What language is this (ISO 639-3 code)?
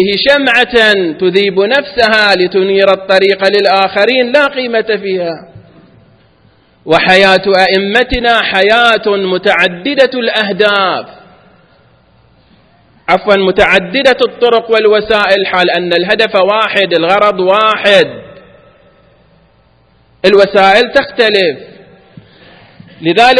ara